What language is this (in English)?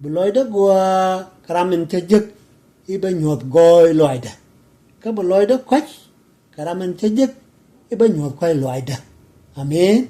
Nuer